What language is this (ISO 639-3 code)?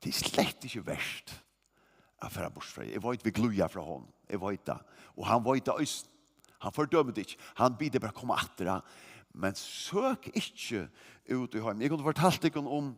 fao